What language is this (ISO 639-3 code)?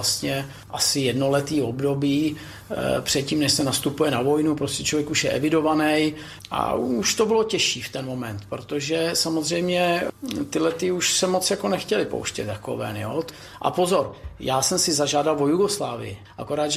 ces